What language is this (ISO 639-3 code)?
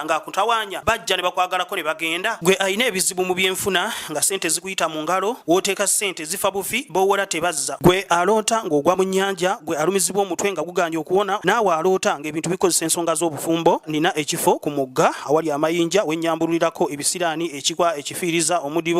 lug